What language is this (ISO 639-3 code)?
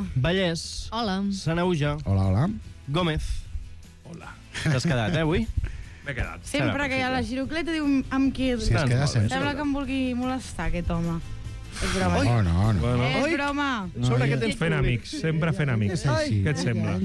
cat